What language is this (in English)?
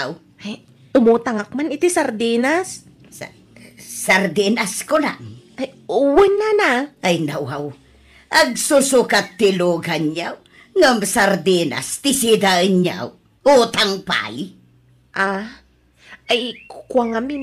Iloko